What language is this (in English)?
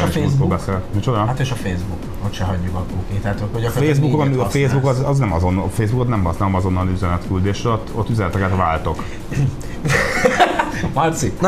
Hungarian